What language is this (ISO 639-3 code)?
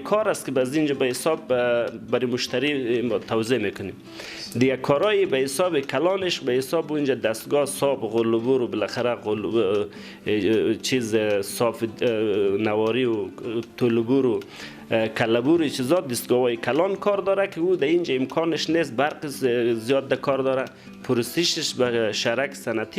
fas